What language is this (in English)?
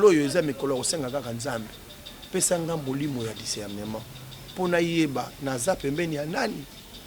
Lingala